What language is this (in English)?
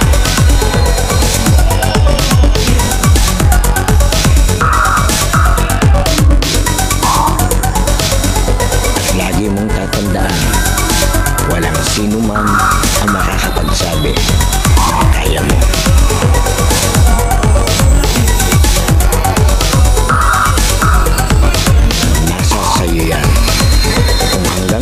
Filipino